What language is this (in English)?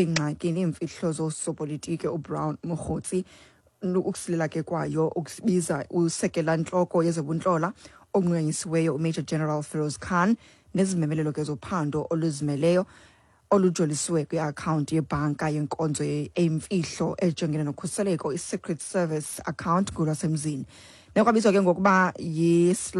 Xhosa